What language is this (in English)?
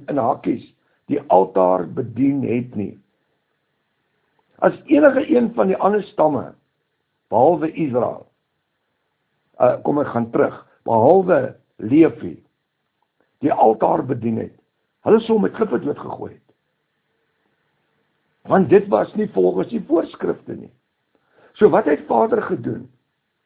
Afrikaans